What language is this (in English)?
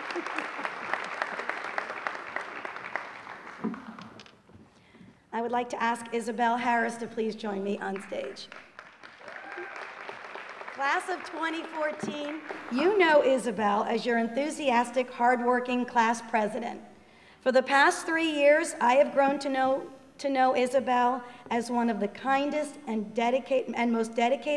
English